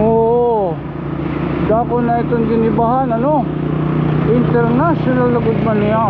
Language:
Waray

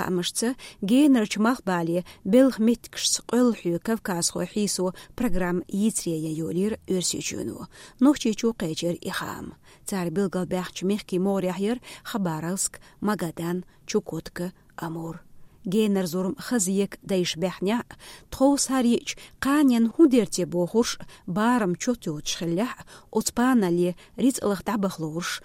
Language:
Chechen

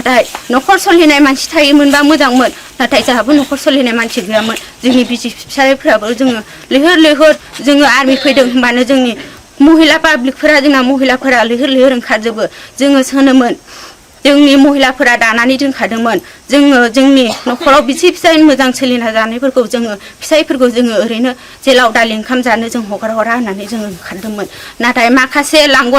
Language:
Bodo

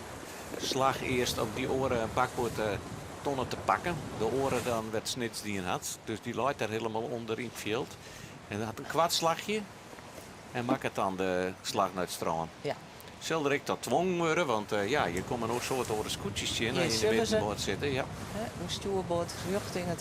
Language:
Western Frisian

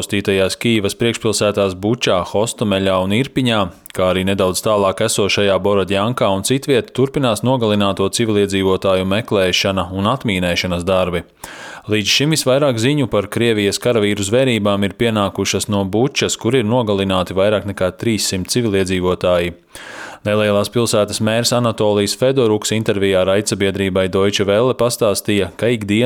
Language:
Latvian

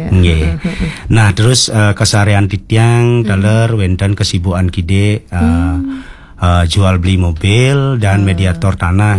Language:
Balinese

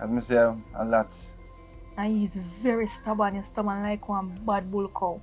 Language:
Jamaican Creole English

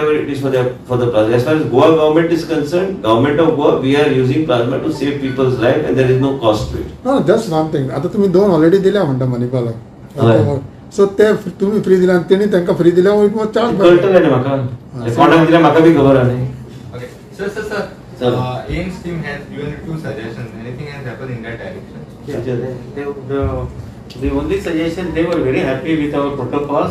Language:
Konkani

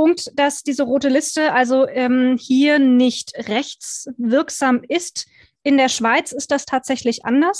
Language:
German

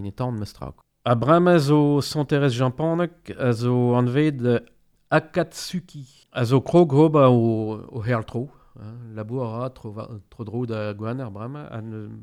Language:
Breton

